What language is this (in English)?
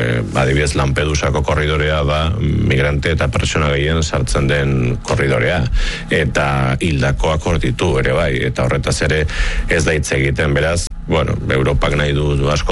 Basque